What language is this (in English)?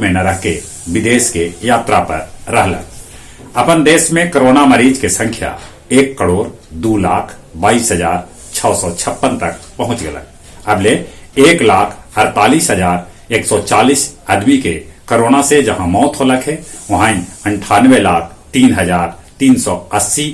Magahi